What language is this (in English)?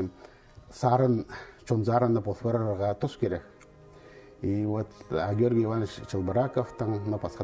Khakas